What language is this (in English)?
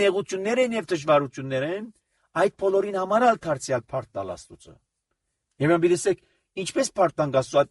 Armenian